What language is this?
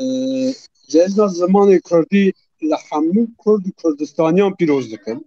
Kurdish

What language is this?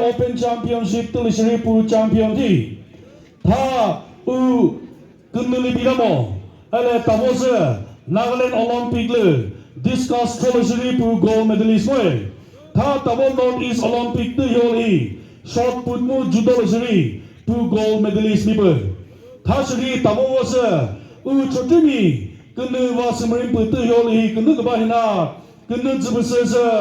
Chokri Naga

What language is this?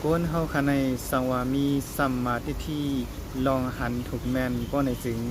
Shan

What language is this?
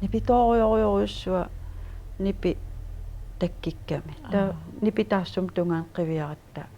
Kalaallisut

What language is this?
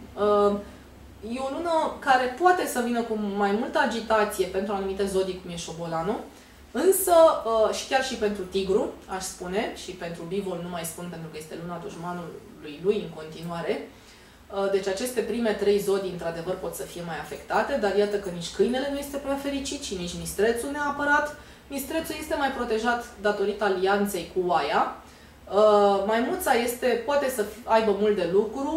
Romanian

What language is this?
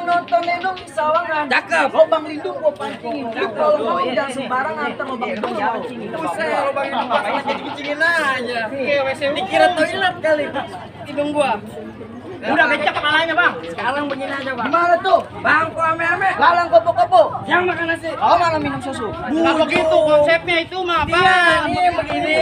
Betawi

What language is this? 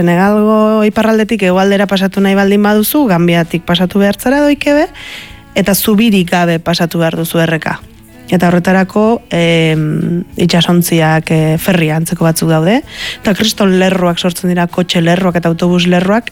Basque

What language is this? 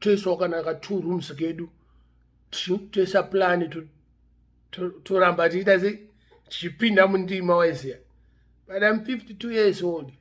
Shona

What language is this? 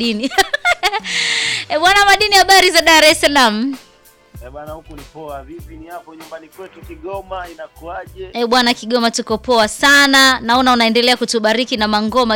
Swahili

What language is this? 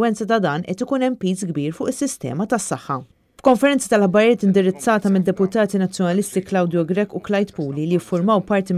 Maltese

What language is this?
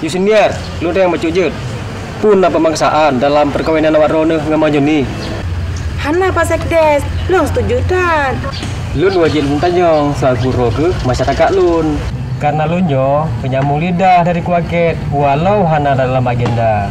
Achinese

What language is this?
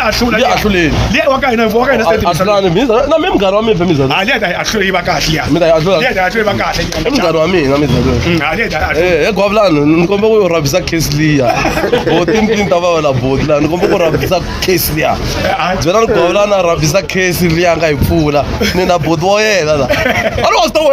Tsonga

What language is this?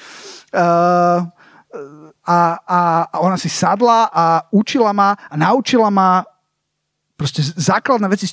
Slovak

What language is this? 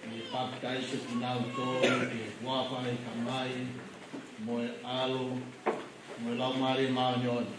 Tongan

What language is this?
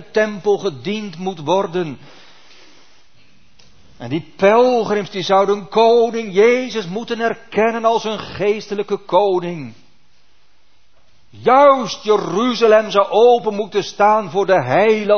Dutch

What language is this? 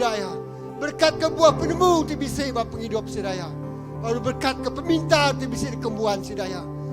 Iban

